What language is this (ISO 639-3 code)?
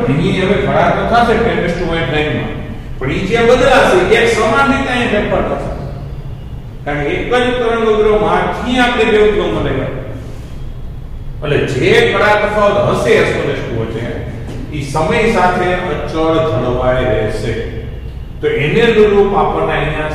guj